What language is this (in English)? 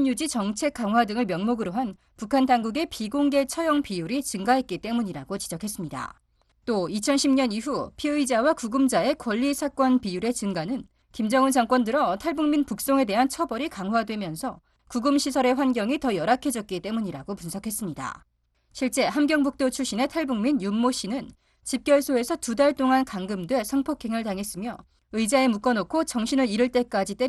Korean